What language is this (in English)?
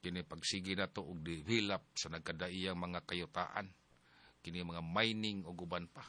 Cebuano